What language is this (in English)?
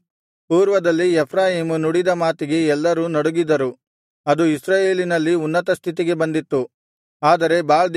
Kannada